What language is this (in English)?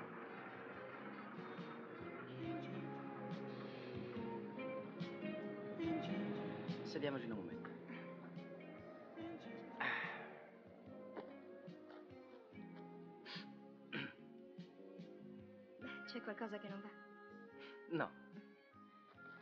Italian